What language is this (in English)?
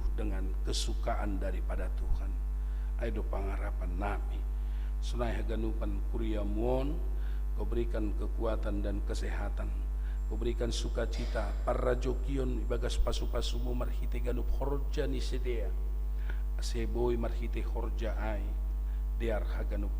Batak Simalungun